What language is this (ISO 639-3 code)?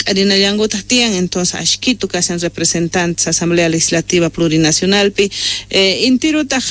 que